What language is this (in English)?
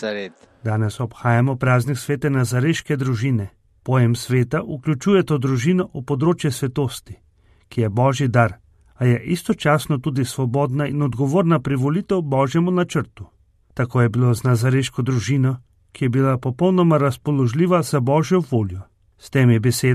Slovenian